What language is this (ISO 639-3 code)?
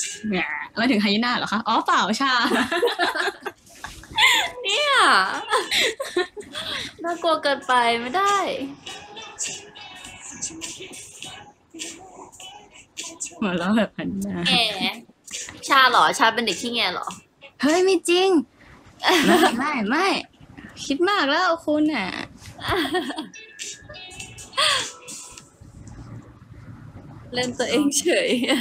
tha